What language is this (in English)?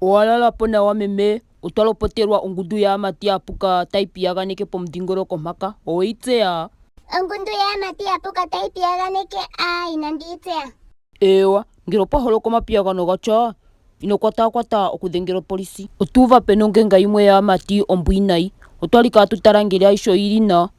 Ndonga